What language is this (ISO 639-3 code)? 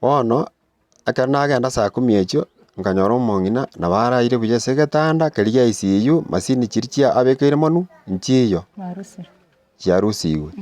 guz